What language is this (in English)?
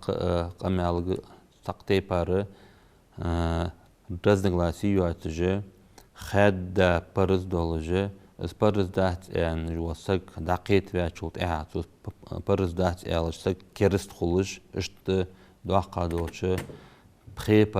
Ingush